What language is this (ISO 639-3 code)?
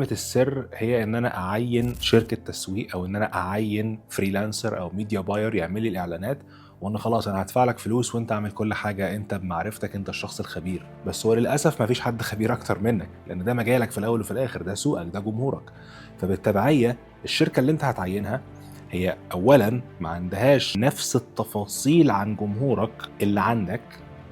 arz